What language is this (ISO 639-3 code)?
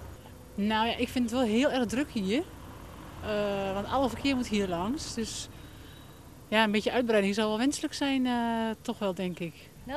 nld